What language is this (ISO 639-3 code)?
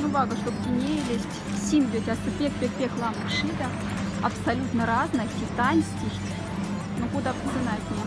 mdf